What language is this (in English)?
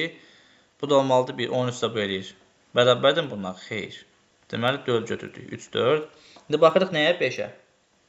Azerbaijani